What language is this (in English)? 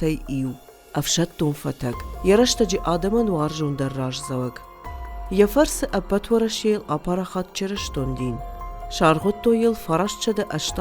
Ossetic